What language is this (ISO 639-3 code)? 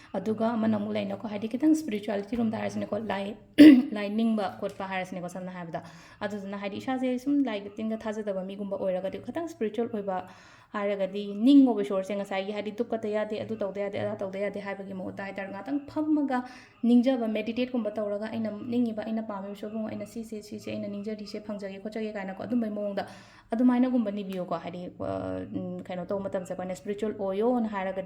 mni